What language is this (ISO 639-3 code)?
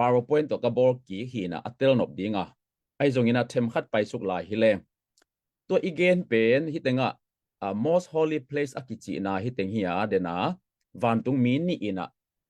ctd